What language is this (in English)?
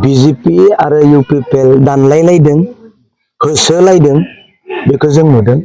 Bodo